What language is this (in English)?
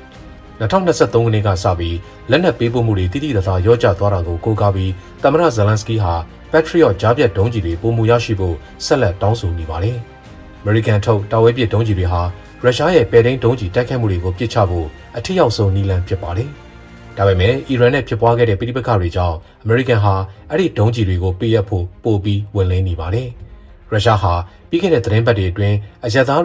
Burmese